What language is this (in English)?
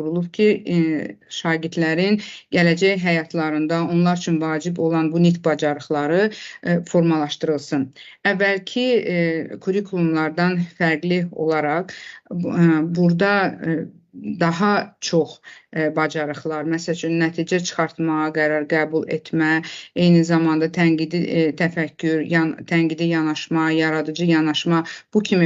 Azerbaijani